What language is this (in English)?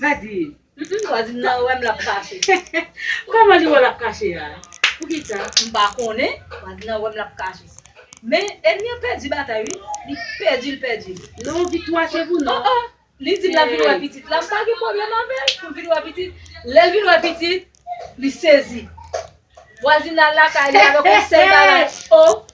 Haitian Creole